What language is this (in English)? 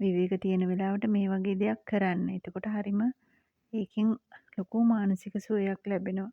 Sinhala